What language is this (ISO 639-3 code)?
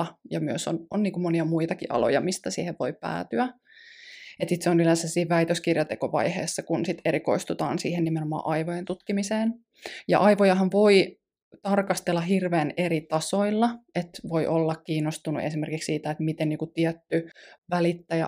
fin